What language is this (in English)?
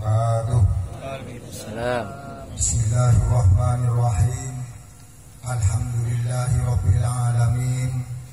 Madurese